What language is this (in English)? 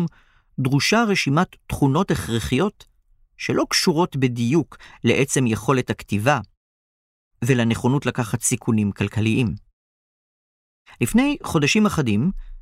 Hebrew